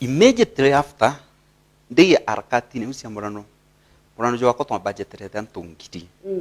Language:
Meru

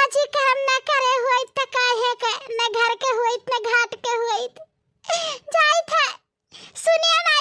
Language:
Bhojpuri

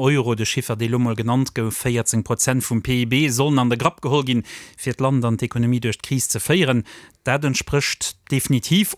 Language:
Luxembourgish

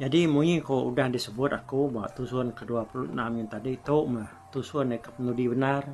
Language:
Iban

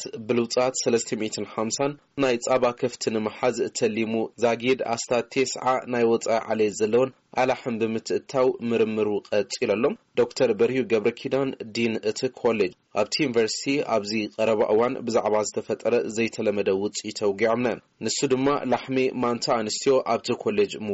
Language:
Tigrinya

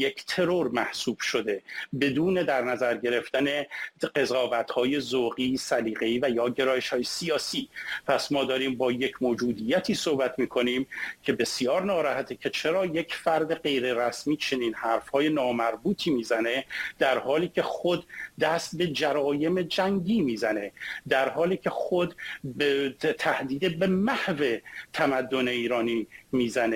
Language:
Persian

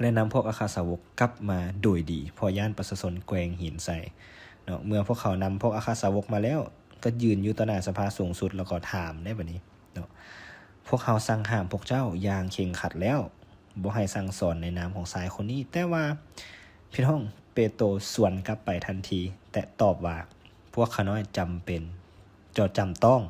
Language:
Lao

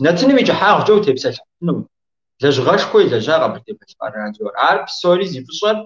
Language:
Kabardian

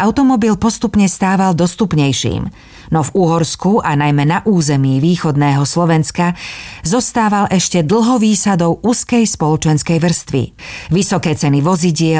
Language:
Slovak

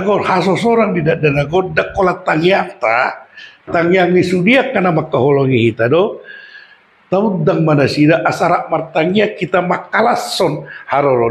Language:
Batak Toba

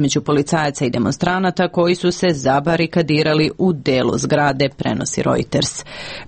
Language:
Serbian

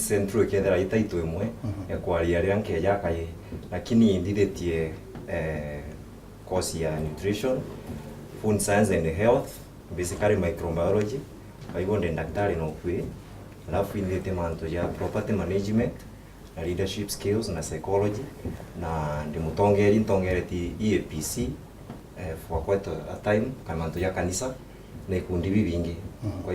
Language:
Meru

